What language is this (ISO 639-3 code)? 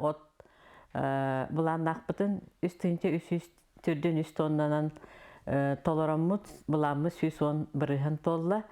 sah